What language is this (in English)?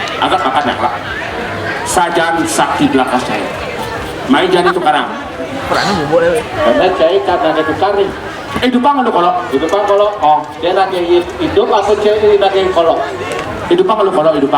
Balinese